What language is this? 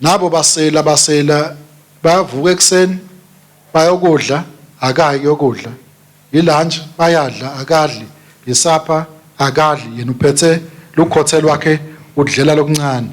Swati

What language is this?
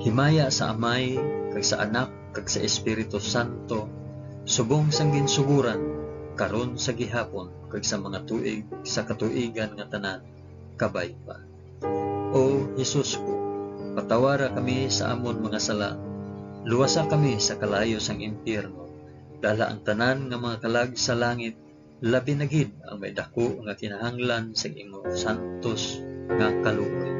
Hiligaynon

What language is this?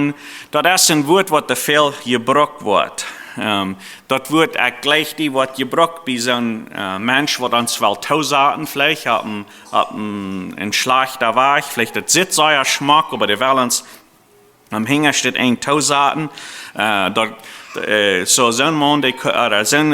Plautdietsch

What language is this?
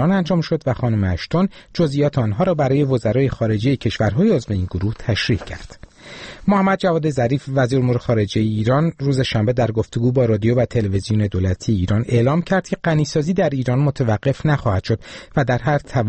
Persian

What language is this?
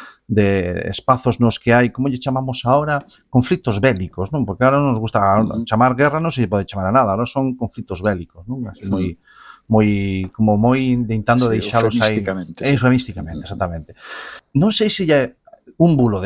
Galician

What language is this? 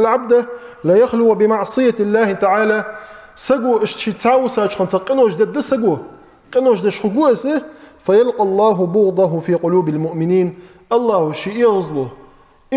Ingush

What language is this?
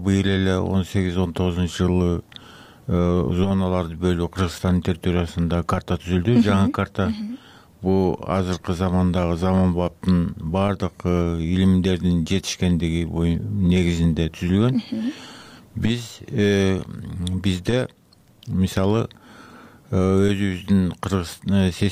Kyrgyz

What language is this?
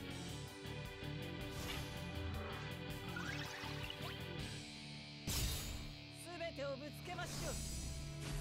Japanese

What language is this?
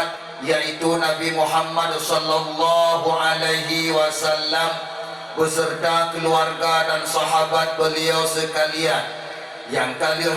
Achinese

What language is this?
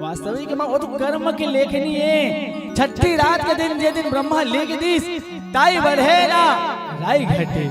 Chhattisgarhi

